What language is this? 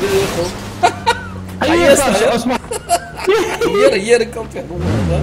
Ingush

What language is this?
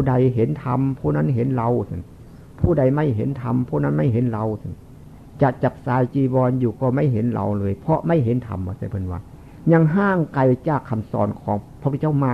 Northeastern Thai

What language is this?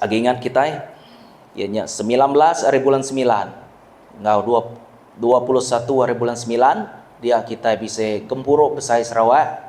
Iban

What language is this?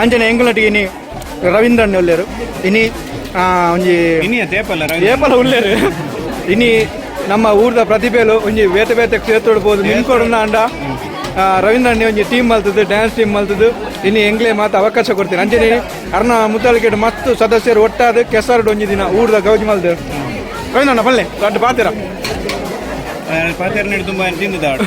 Tulu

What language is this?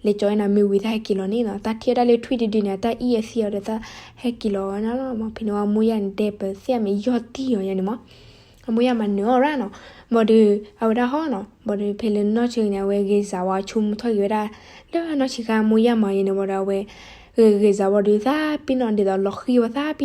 S'gaw Karen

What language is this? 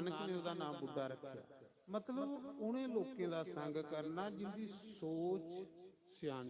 Dogri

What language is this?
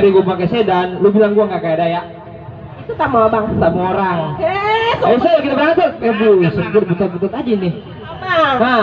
Betawi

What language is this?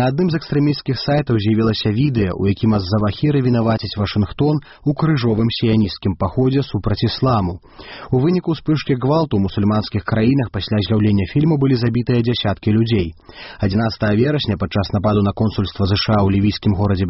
Belarusian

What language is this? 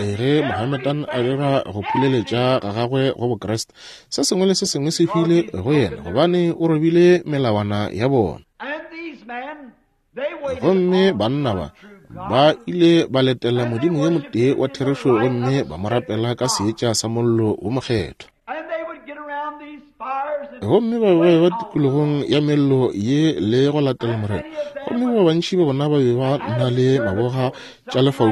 Northern Sotho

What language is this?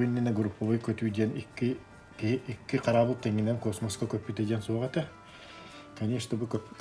Yakut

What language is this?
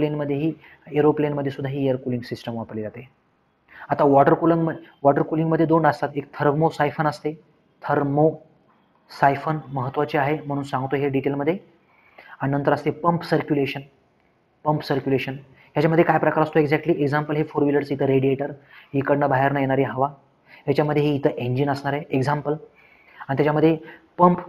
Marathi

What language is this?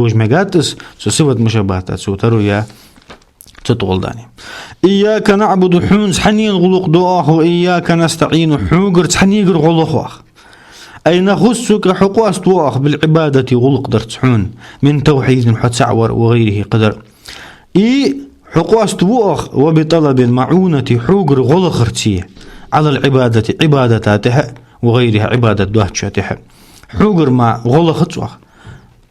Ingush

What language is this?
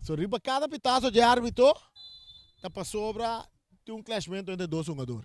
Papiamento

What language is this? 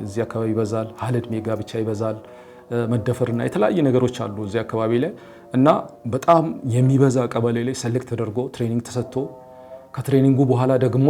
Amharic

